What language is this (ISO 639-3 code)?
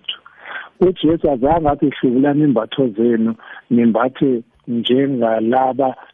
nbl